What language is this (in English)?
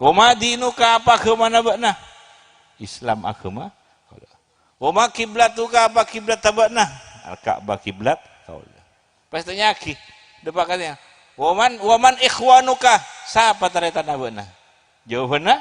Madurese